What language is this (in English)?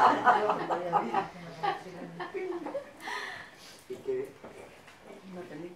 Spanish